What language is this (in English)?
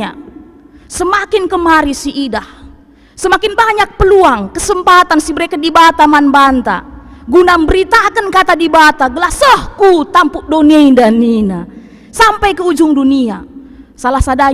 Batak Karo